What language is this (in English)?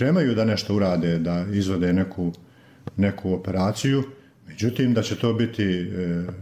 Bosnian